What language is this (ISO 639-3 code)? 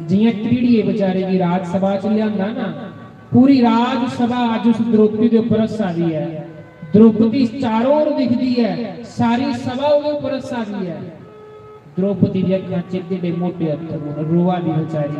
doi